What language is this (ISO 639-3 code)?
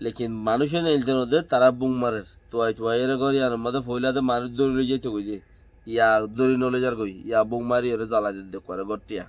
rhg